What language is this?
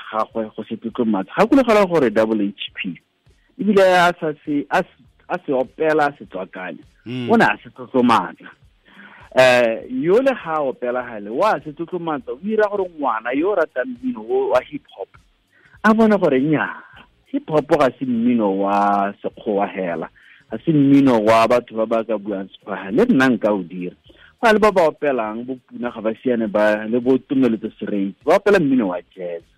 Tswana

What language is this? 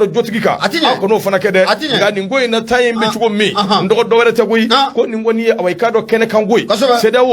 Bambara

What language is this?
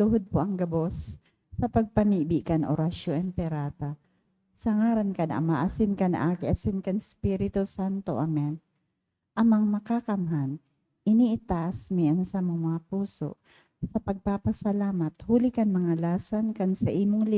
Bikol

